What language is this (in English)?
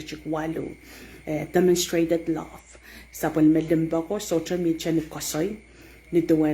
Pohnpeian